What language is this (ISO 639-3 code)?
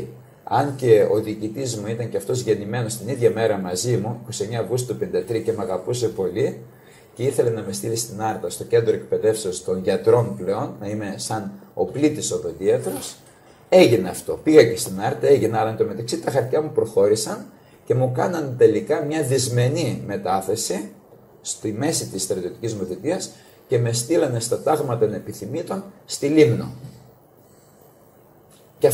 ell